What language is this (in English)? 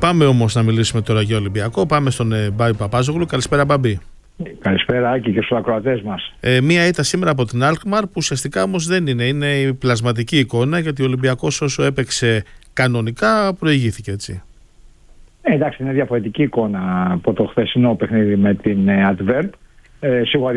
Greek